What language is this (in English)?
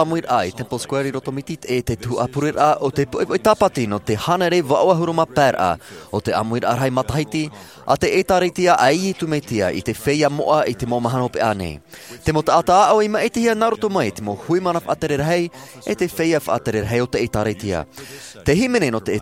Tahitian